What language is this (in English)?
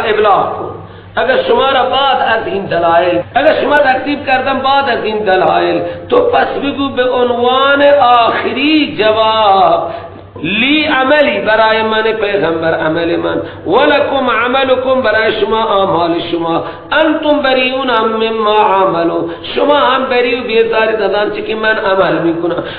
Persian